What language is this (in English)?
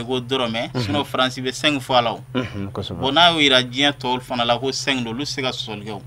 Bambara